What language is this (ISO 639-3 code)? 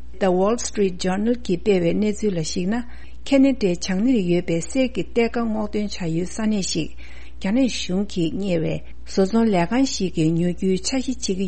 bod